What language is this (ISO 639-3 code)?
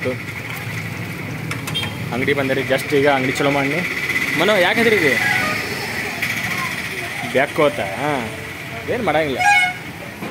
kan